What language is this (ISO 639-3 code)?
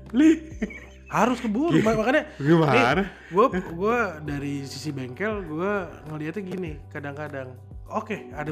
ind